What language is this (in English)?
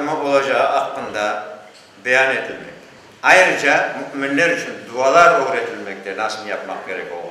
Crimean Tatar